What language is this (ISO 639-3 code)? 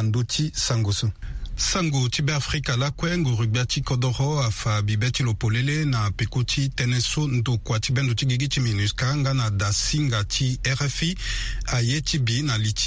sag